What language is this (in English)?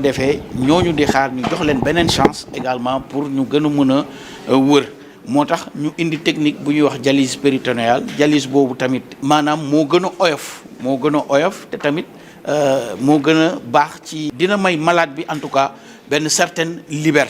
Wolof